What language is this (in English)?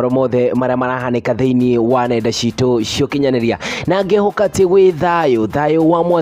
Kikuyu